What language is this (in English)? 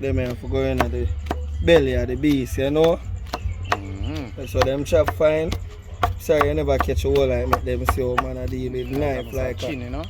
Jamaican Creole English